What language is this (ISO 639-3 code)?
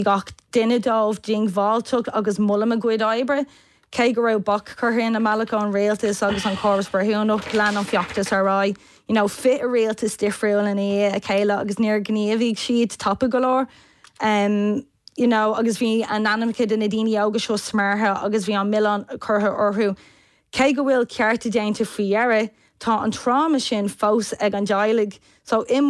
gle